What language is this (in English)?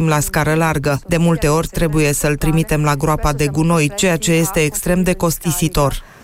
Romanian